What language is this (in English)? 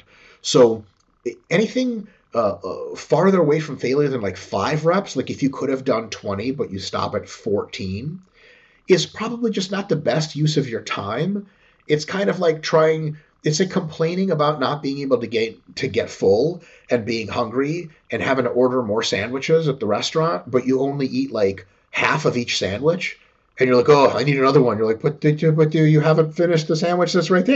English